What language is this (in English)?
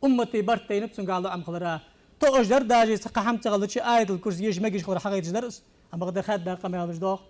Ingush